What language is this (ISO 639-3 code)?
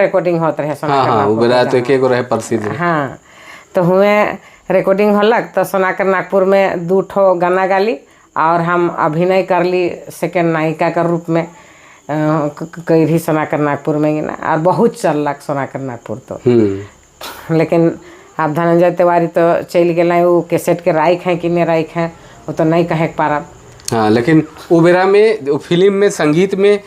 sck